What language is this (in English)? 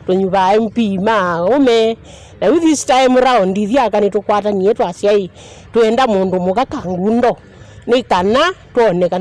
Kamba